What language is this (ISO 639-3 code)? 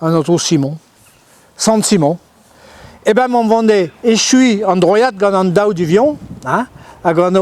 bre